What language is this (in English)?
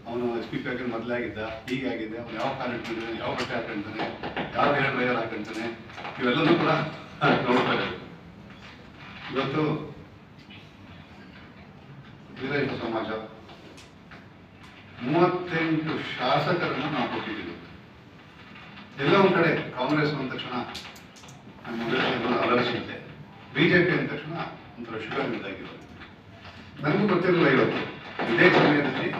Kannada